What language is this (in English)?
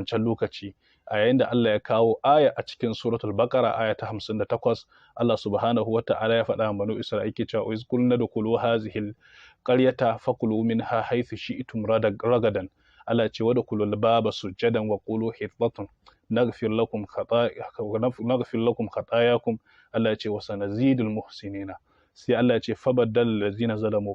Hausa